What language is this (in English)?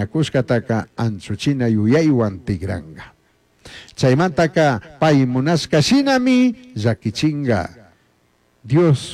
Chimborazo Highland Quichua